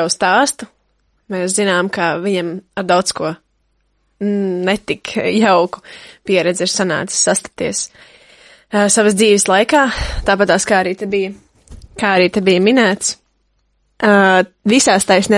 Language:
Latvian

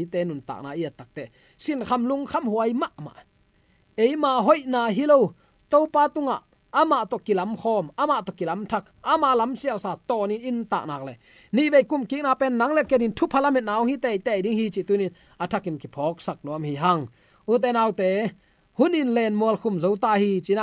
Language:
Tedim Chin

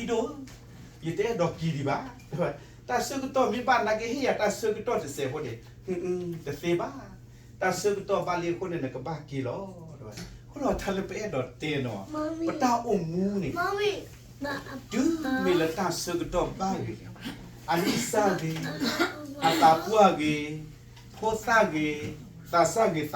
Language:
S'gaw Karen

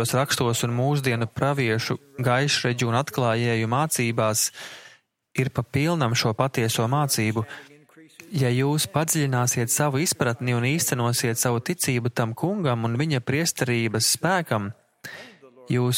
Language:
Latvian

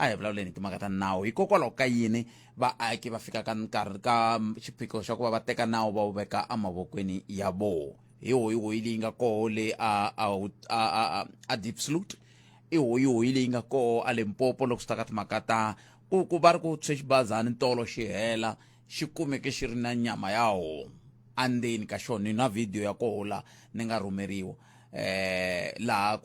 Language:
Tsonga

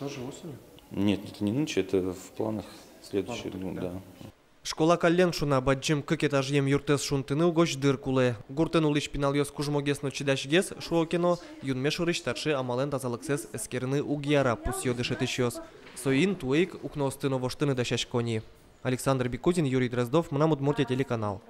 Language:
Udmurt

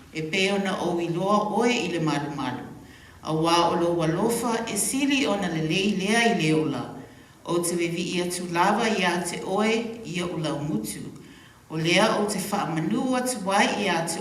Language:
Samoan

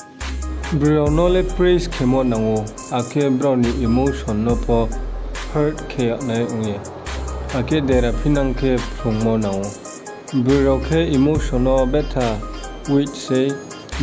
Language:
Riang (India)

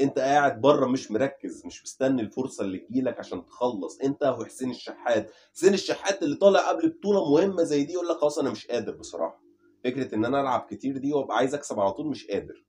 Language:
Egyptian Arabic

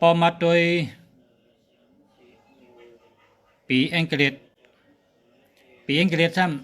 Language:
Shan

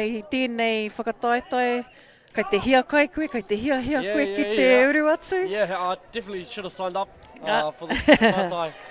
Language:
Māori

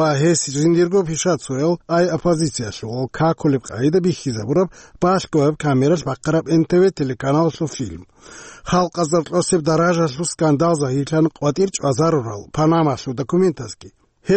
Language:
Avaric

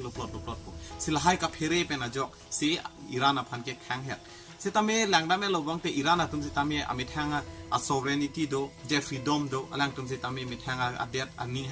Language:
Karbi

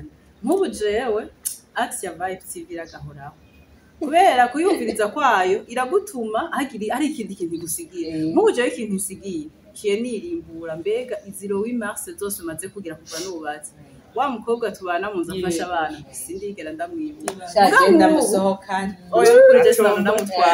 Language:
Rundi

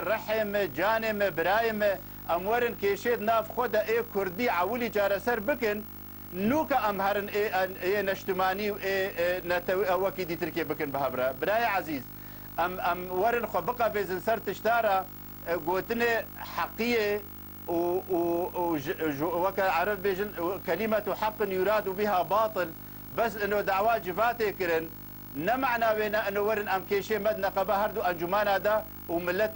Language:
Kurdish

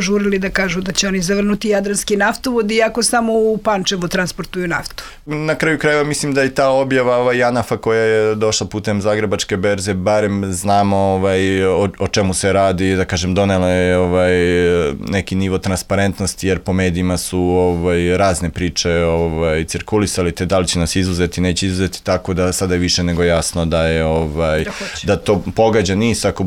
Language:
Serbian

